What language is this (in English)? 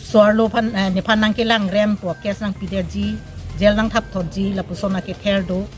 Karbi